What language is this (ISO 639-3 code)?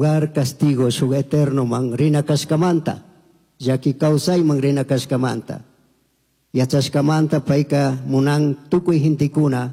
qug